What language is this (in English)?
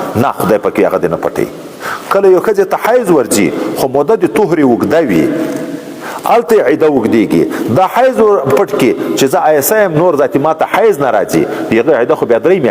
Pashto